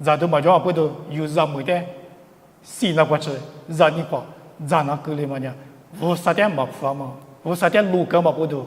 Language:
Lisu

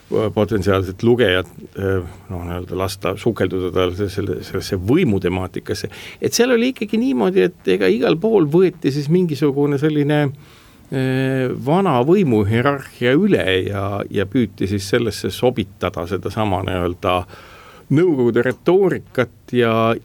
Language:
Estonian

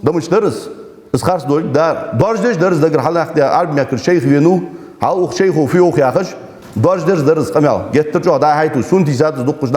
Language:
Ingush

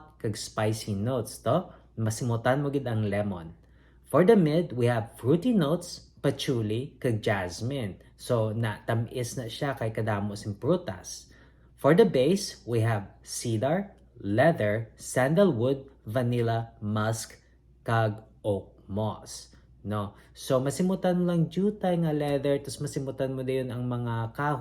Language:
Hiligaynon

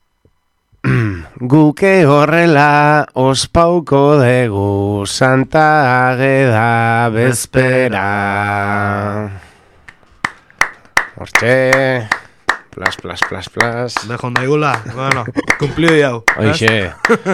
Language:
Basque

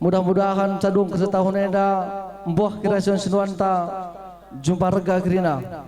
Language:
Batak Karo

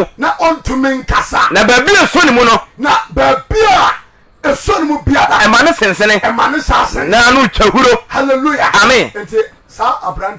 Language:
Akan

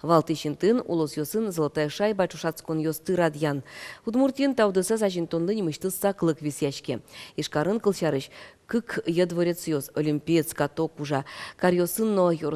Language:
Udmurt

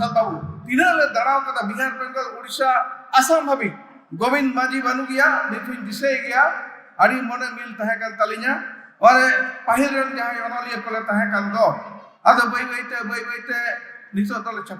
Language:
Santali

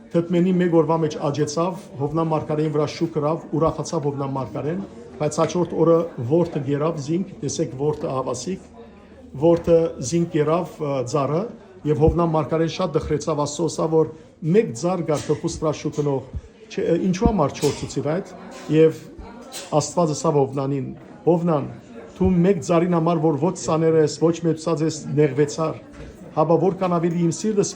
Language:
Western Armenian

